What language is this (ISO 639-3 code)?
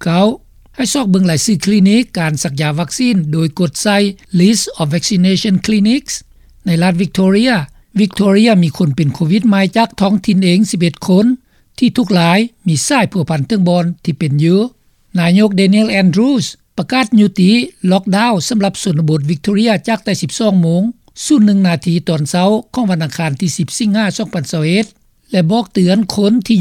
lao